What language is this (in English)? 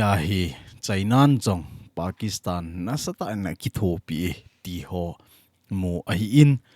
Thado Chin